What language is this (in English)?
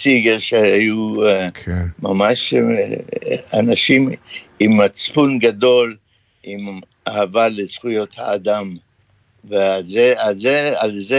Hebrew